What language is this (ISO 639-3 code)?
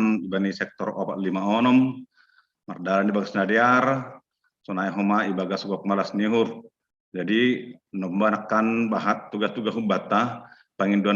bts